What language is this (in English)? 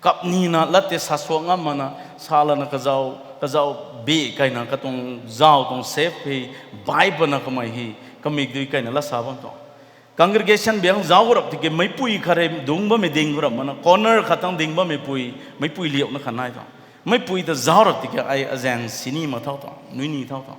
Rongmei Naga